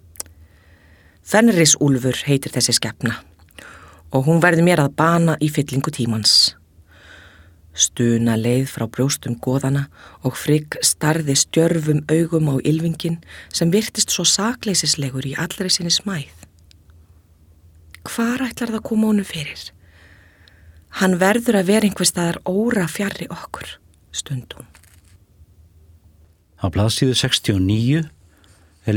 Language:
Icelandic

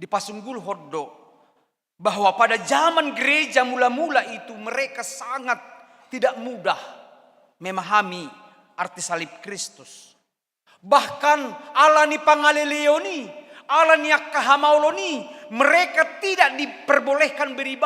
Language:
Batak Toba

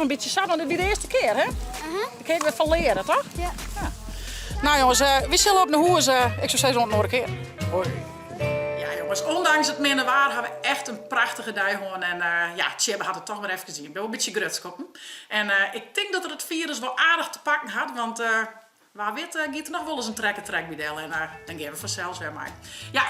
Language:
Western Frisian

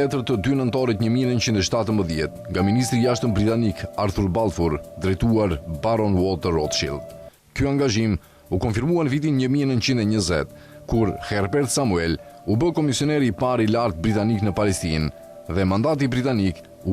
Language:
Albanian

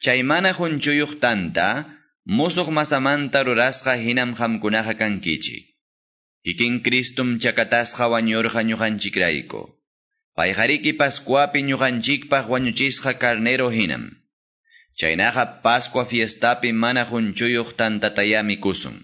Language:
Quechua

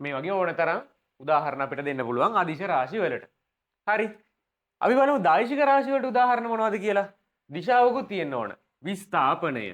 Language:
Sinhala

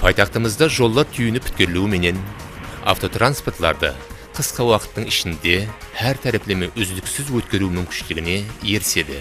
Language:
Kara-Kalpak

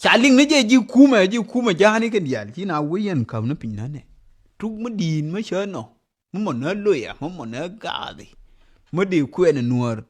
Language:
Nuer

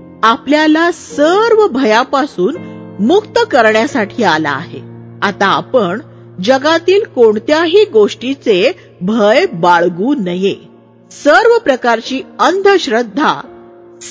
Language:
Marathi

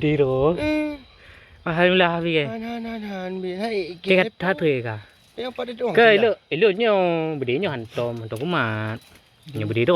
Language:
Achinese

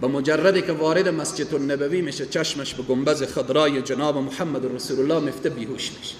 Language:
Persian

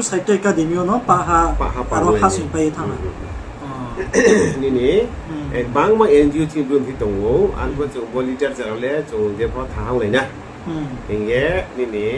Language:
Riang (India)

